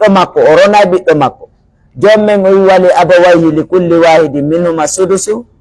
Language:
Pular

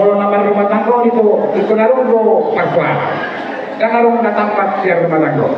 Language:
Batak Toba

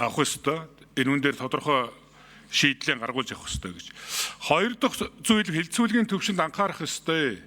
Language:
Mongolian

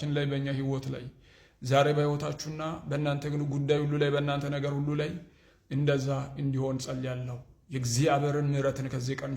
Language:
Amharic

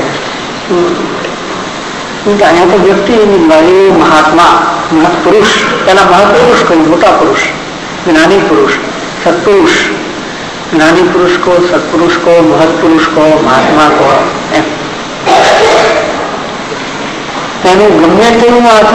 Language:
Gujarati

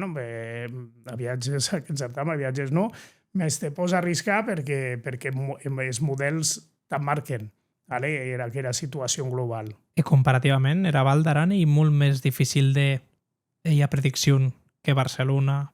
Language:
Occitan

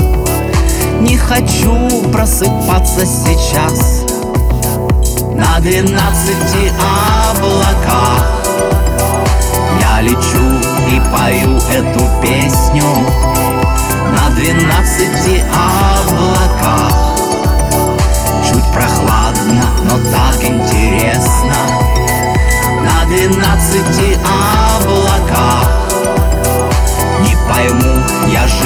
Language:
Russian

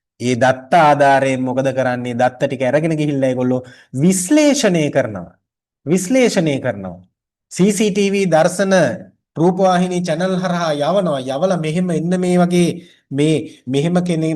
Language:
Sinhala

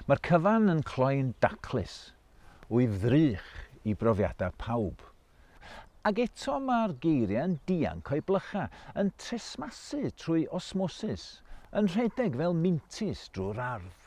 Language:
Welsh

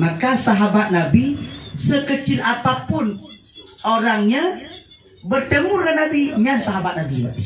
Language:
Achinese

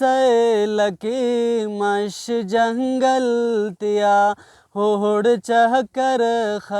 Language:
Brahui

